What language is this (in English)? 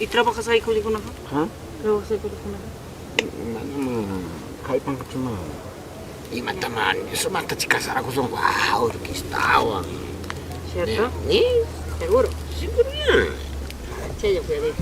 Ayacucho Quechua